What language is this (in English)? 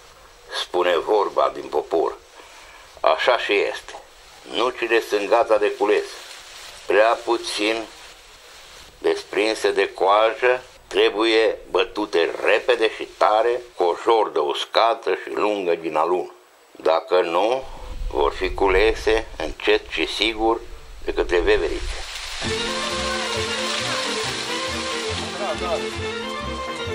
Romanian